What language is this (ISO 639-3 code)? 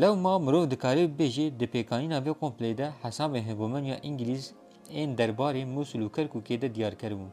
kur